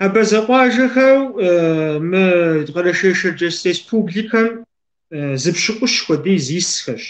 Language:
Kabardian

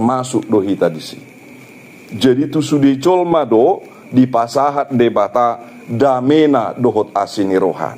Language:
Batak Toba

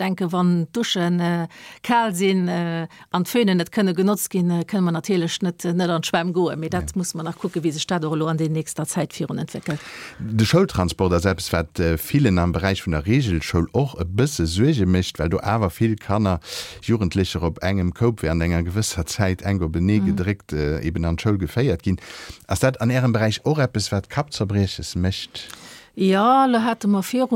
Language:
Luxembourgish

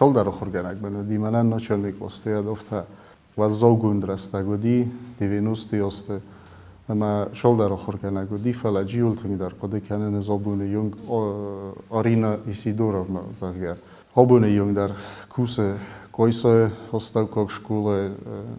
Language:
Ossetic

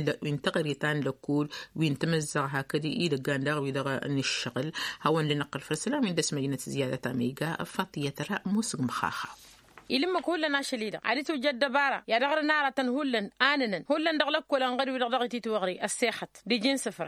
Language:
Tamasheq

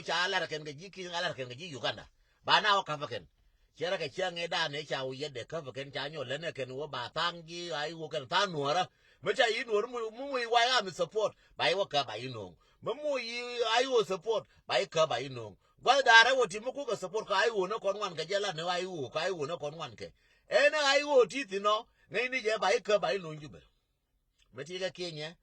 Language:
Nuer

